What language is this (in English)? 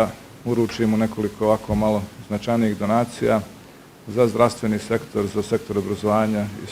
Bosnian